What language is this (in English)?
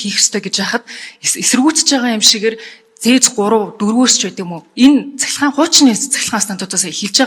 Mongolian